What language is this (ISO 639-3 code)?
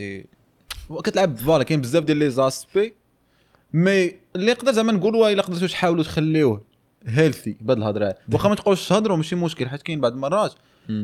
ary